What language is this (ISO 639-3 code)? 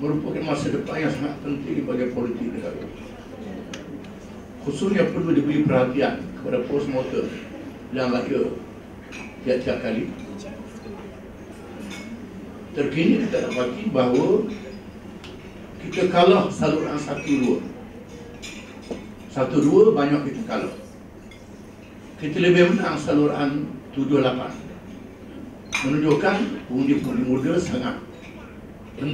msa